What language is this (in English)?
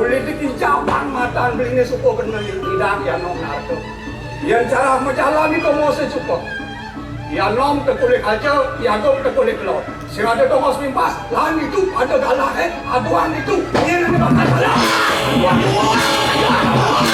Balinese